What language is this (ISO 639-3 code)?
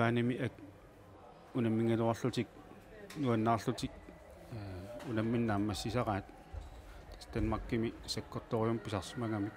kal